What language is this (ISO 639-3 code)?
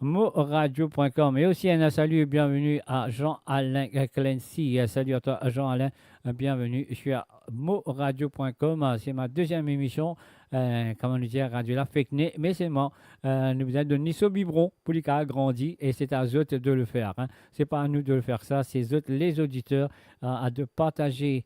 mfe